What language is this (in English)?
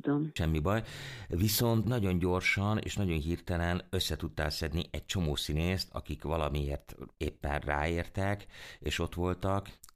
Hungarian